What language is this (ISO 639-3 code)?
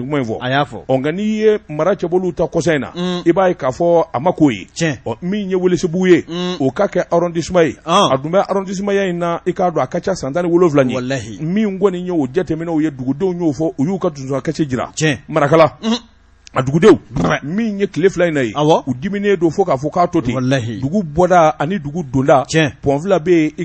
bam